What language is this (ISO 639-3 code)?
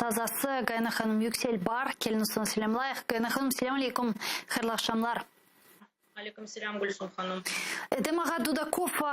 crh